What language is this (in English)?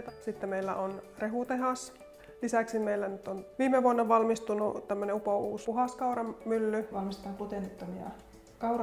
Finnish